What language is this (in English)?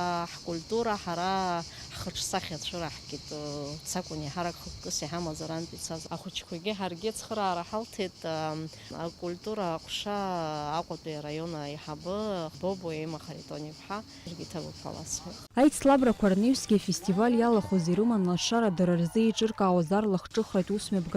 Abkhazian